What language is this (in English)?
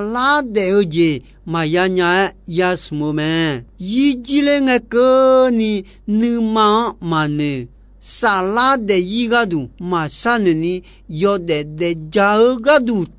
Akha